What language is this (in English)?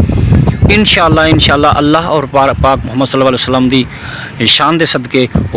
Saraiki